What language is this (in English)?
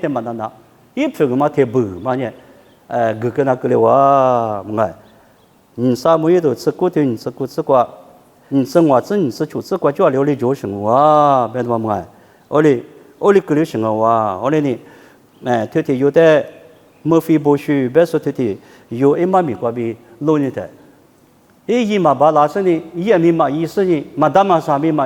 Lisu